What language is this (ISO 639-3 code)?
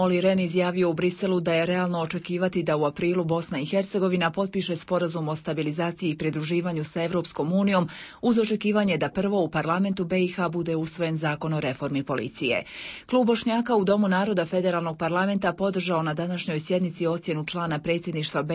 bos